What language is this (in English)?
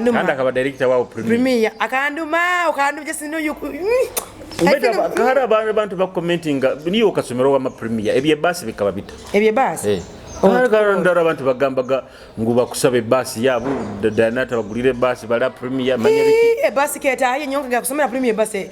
Nyoro